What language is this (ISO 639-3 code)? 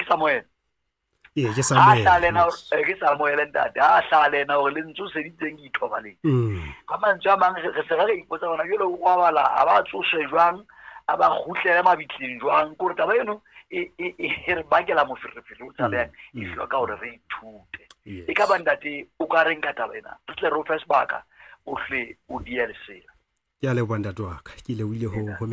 sot